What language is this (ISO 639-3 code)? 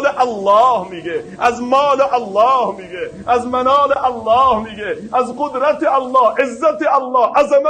fas